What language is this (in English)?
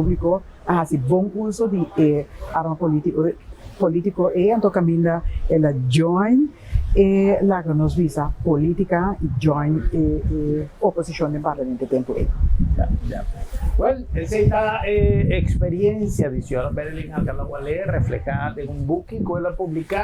Papiamento